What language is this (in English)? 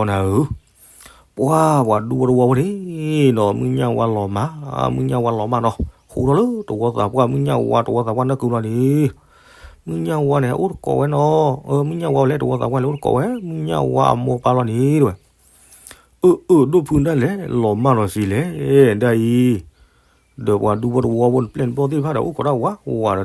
S'gaw Karen